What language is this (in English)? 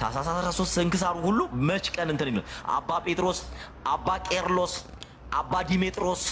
Amharic